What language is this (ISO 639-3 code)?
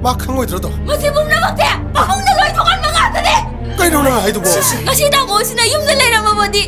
mni